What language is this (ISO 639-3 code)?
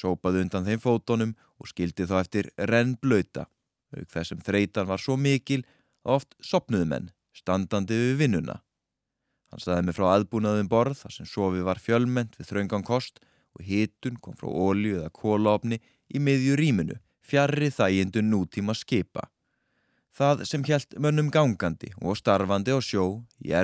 isl